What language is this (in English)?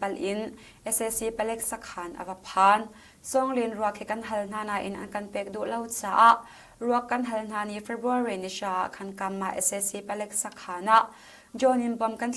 Hakha Chin